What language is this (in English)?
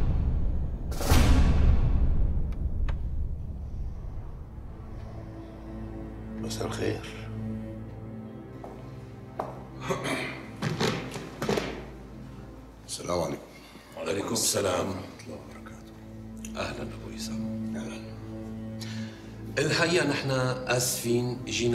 North Levantine Arabic